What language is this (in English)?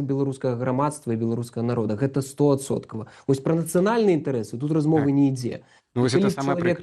Belarusian